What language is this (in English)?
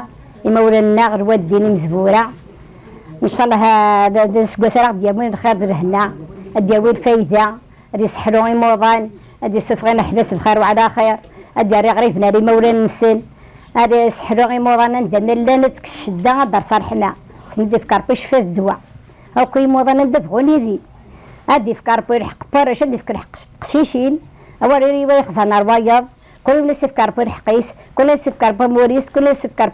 Kabyle